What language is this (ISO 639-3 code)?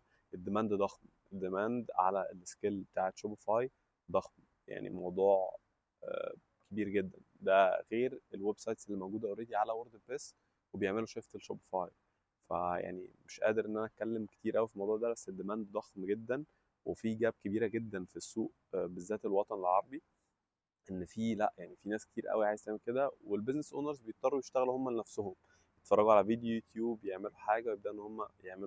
arz